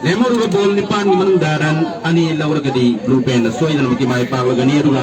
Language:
Manipuri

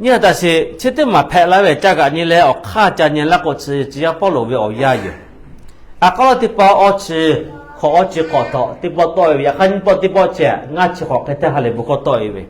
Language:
Lahu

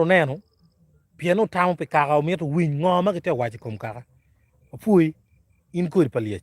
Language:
Acoli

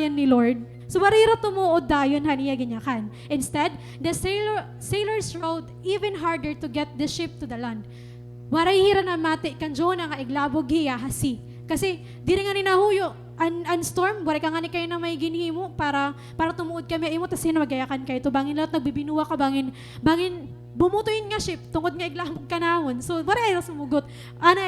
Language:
Waray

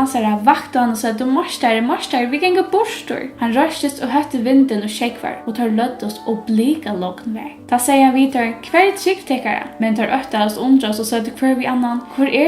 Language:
Faroese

